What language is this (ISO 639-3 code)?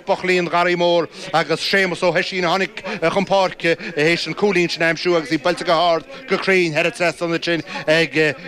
gle